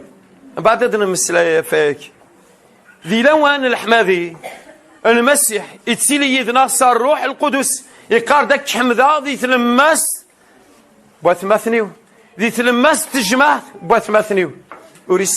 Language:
Kabyle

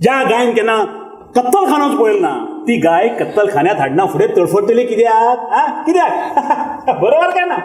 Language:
Konkani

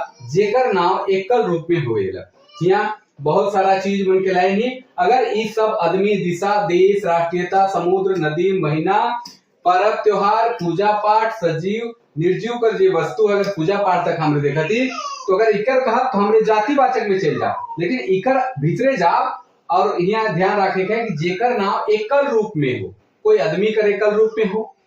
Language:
Sadri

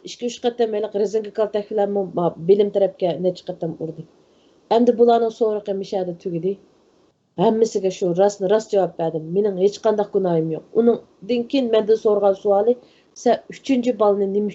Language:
Uyghur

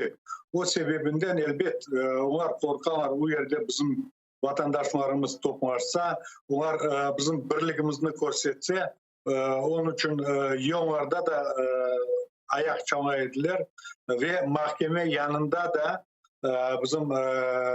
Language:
Crimean Tatar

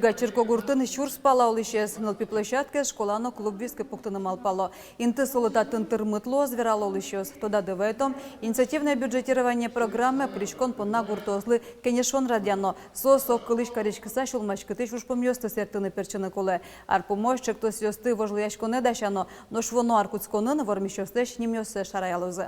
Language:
Udmurt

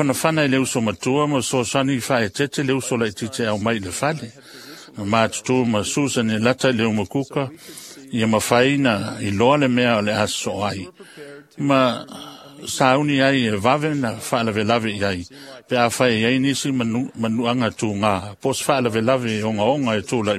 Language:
Samoan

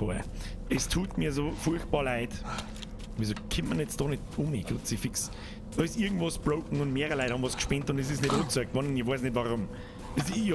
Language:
Bavarian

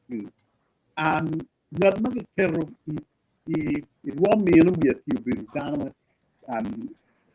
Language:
Acoli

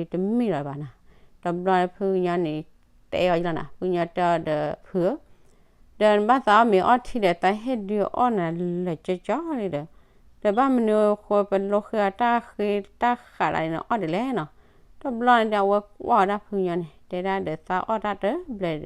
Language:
S'gaw Karen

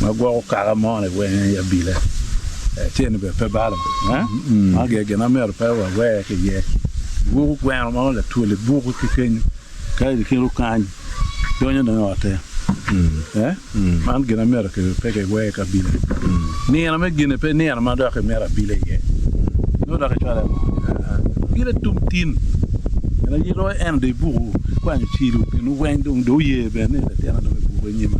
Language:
Acoli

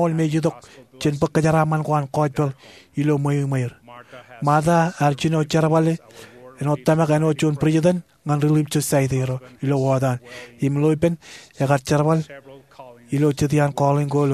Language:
Marshallese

